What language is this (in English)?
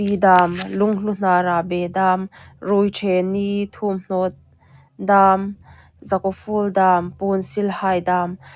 Hmar